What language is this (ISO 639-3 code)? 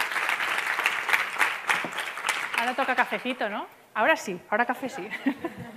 spa